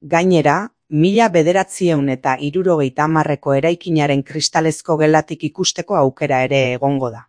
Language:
Basque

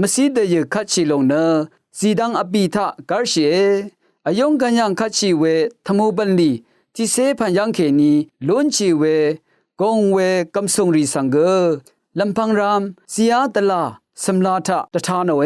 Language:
Rawang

